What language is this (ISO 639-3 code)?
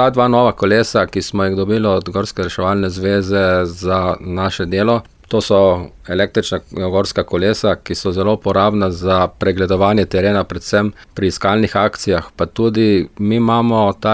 slv